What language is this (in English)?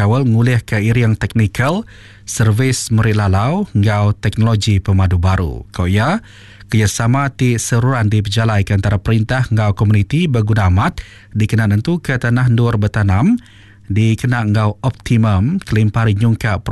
Iban